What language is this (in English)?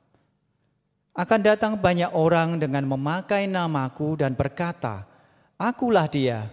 Indonesian